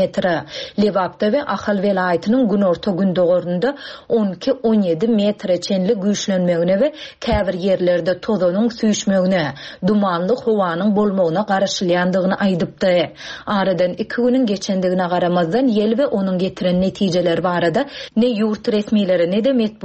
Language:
Turkmen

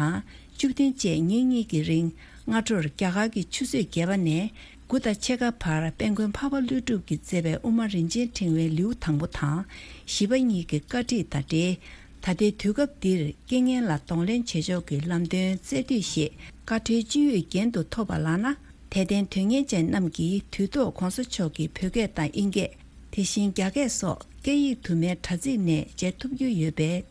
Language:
Tibetan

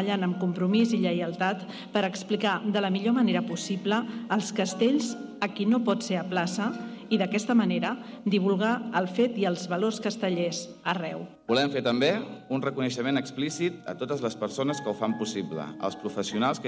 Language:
Catalan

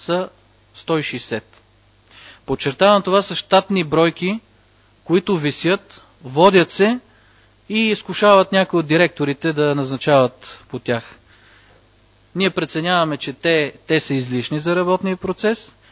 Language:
Bulgarian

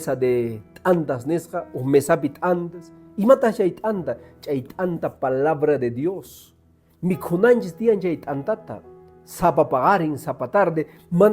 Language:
Quechua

